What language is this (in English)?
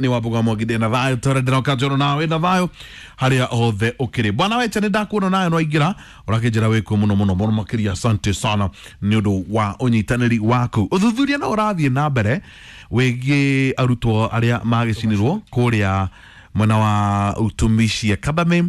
Kikuyu